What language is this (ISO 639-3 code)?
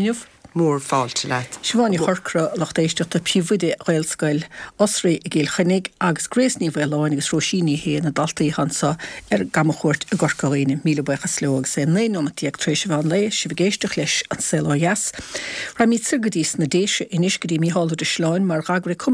gle